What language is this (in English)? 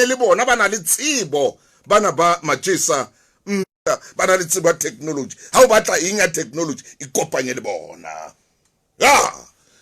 Southern Sotho